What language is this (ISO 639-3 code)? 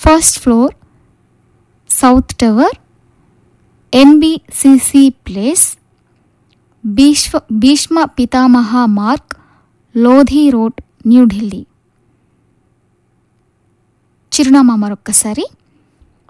tel